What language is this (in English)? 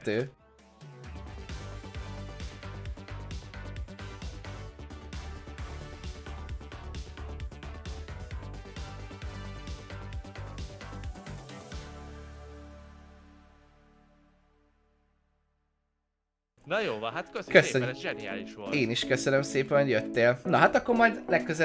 Hungarian